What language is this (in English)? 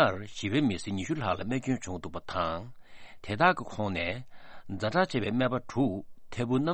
Tibetan